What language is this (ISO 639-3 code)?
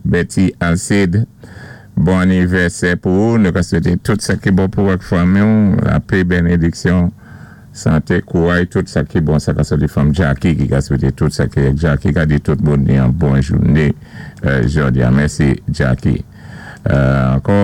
acf